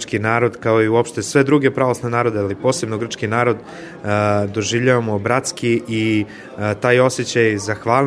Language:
Serbian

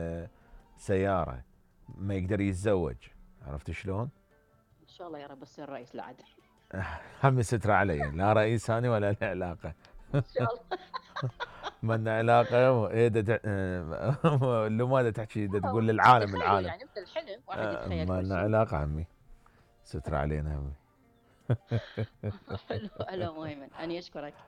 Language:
Mesopotamian Arabic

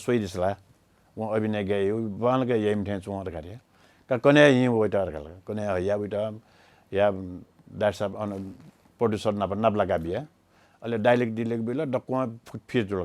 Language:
Newari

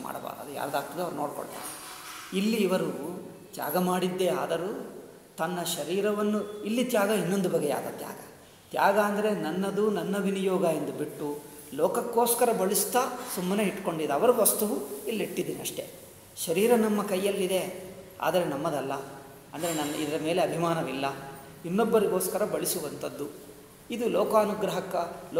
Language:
Kannada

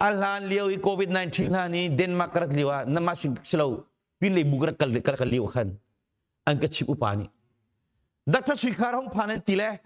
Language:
Hakha Chin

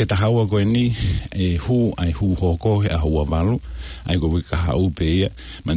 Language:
Tongan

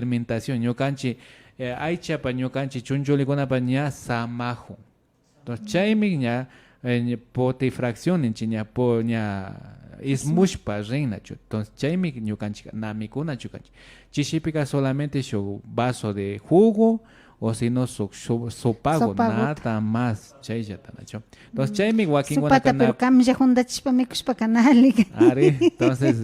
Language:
Imbabura Highland Quichua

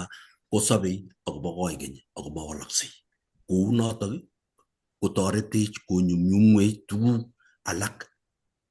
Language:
Kalenjin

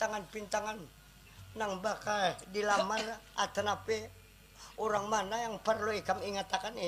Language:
Banjar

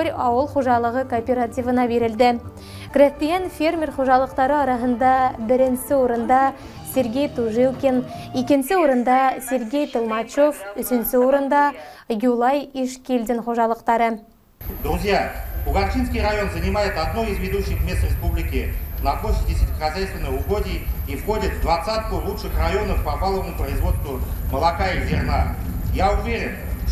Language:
Bashkir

